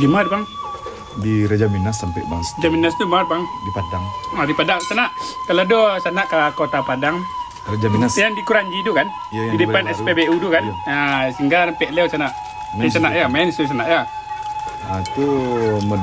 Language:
Minangkabau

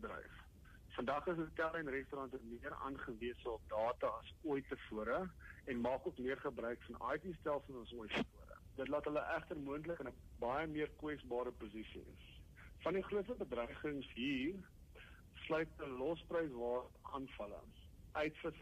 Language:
Afrikaans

